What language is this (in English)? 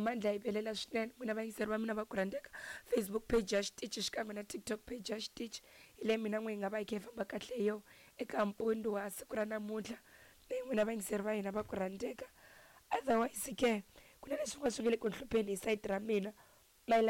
Tsonga